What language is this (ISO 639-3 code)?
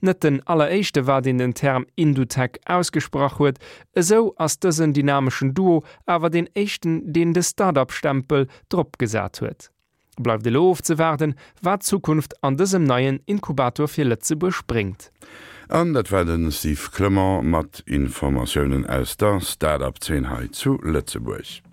ltz